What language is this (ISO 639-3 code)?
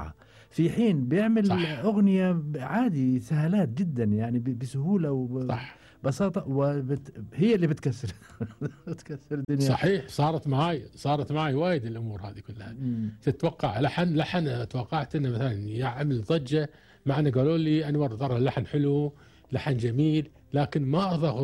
afb